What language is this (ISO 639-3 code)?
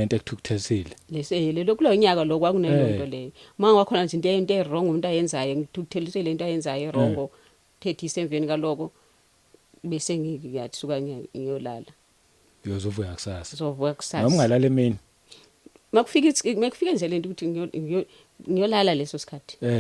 zul